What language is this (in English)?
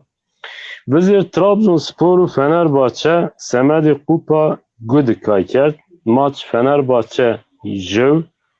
Zaza